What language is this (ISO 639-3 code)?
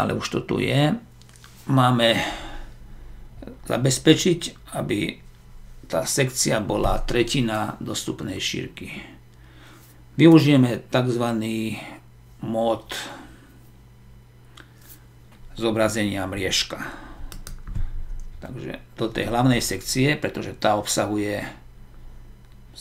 slk